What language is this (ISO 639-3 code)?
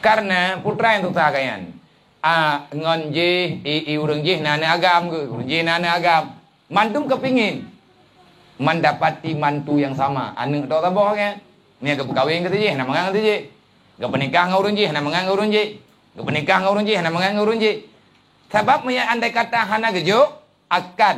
ace